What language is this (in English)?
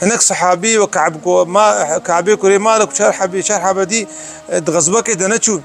Kurdish